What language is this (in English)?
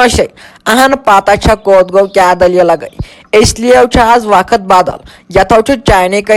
Kashmiri